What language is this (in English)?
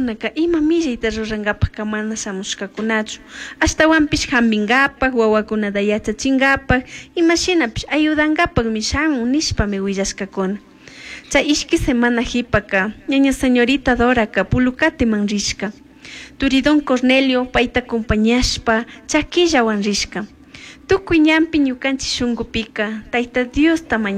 Chimborazo Highland Quichua